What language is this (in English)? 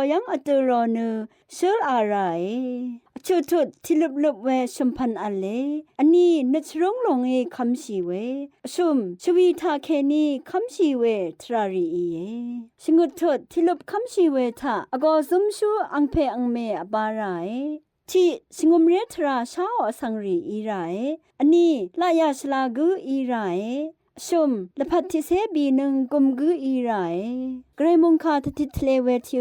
Rawang